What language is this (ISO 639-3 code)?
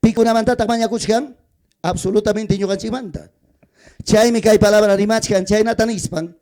quy